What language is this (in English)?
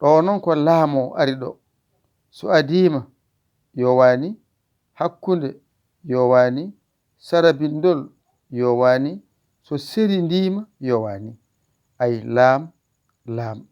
Fula